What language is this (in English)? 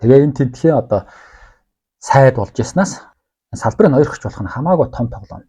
Mongolian